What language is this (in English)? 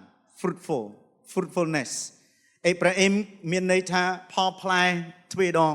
Khmer